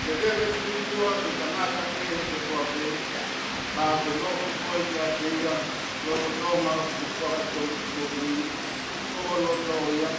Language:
Tongan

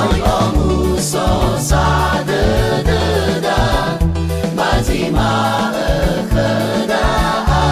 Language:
Nias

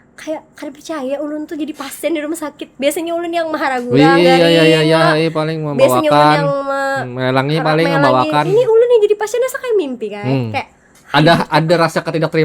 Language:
Banjar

